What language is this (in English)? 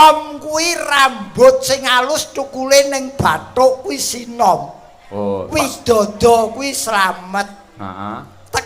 Javanese